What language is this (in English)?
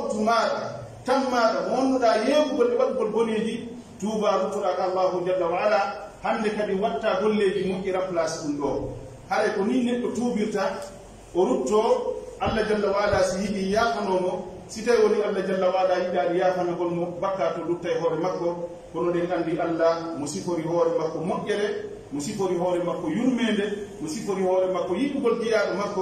Pular